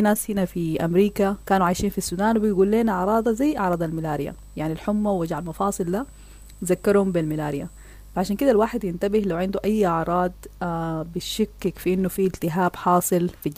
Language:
Sudanese Arabic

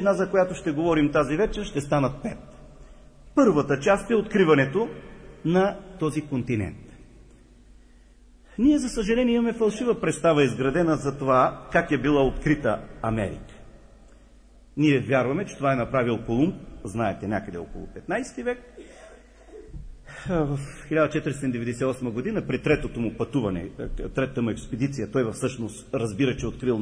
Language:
Bulgarian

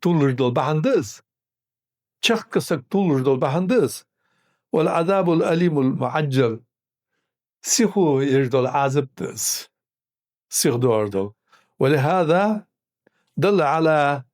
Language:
Ingush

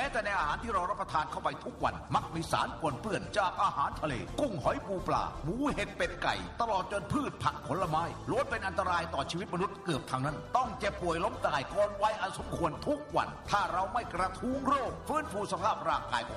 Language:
Thai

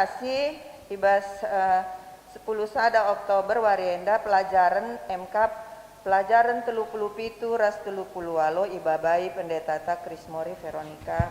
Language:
Batak Karo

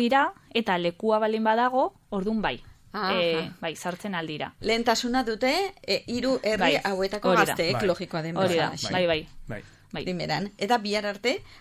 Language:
Basque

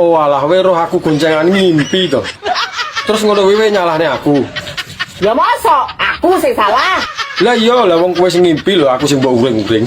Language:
Javanese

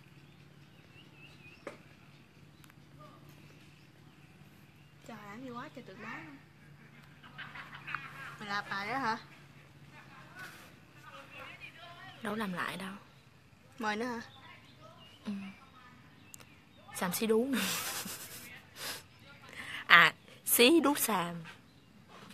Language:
Vietnamese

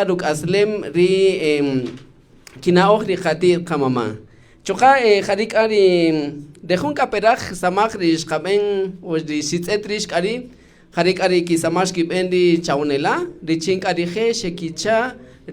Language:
Kaqchikel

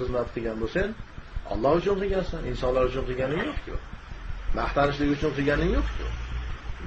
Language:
Uzbek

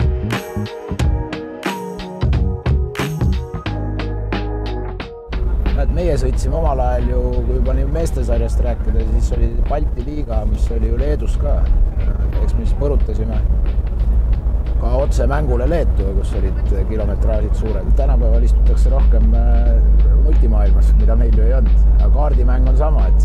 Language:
Estonian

